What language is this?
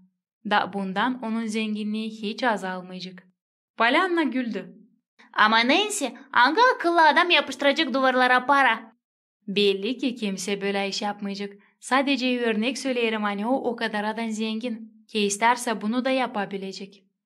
Gagauz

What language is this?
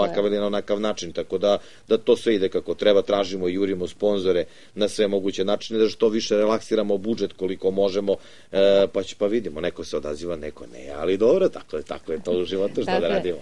Serbian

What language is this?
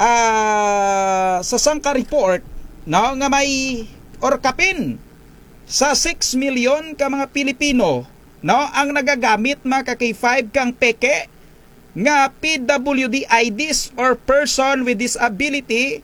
Kinaray-a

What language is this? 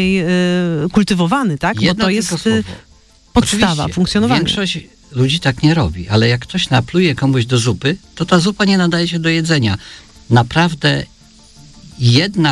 Polish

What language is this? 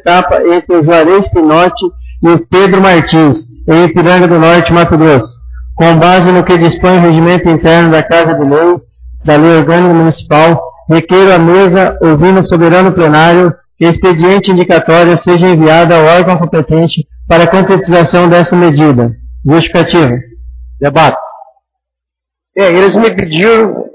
Portuguese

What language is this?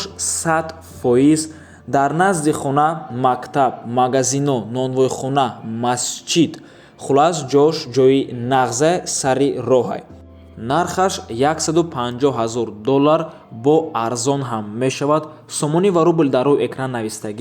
Tajik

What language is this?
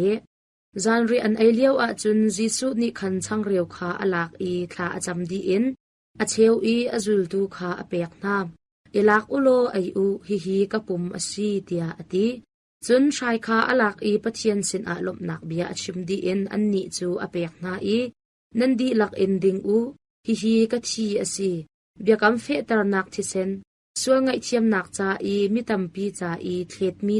Hakha Chin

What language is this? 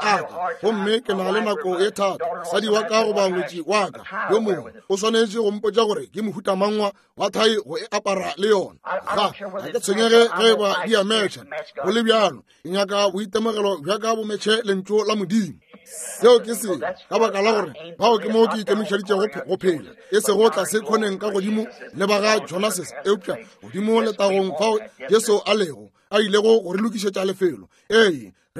Northern Sotho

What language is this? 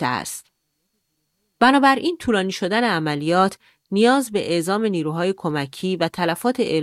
Persian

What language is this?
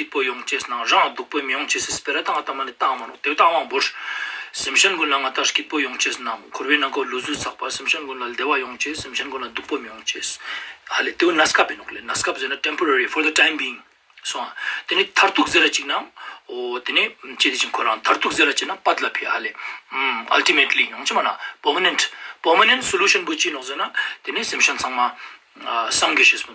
Ladakhi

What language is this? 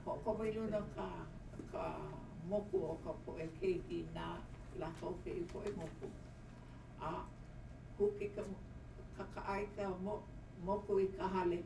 Hawaiian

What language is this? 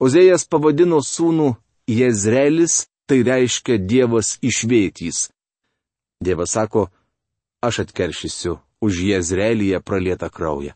Lithuanian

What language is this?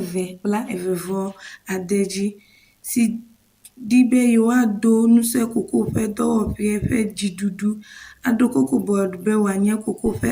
Ewe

